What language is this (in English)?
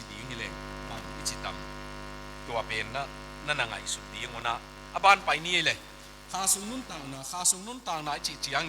Tedim Chin